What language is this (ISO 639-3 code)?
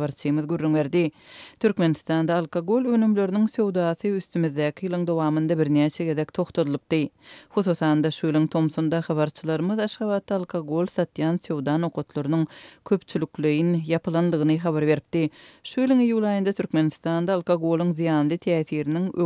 tuk